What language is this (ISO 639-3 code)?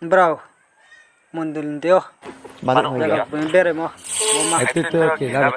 ria